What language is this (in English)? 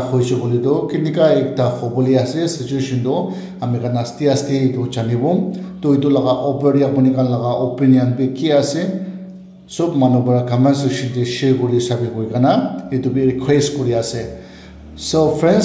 Naga Pidgin